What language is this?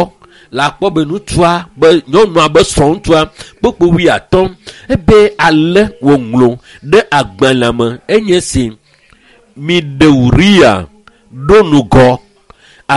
Ewe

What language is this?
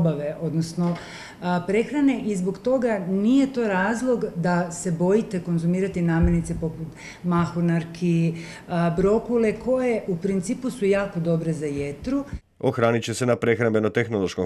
Croatian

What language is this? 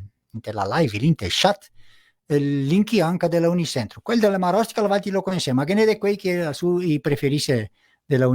Venetian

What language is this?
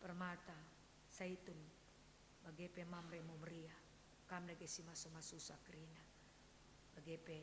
Batak Karo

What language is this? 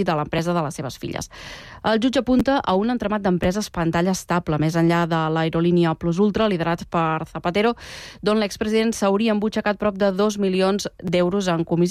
Catalan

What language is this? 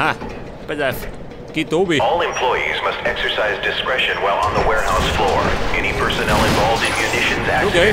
Bavarian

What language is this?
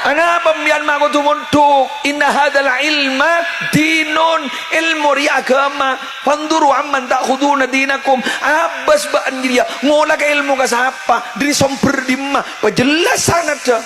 Madurese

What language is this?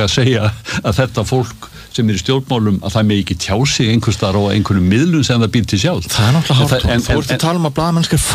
Icelandic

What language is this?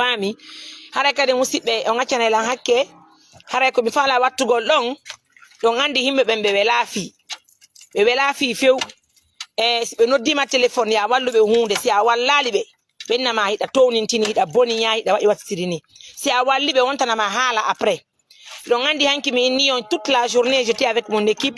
Fula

